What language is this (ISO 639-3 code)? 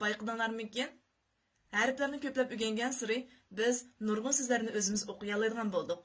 uig